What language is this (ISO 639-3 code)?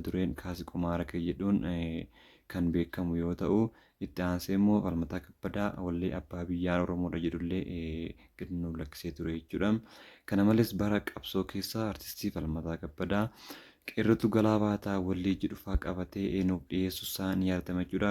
orm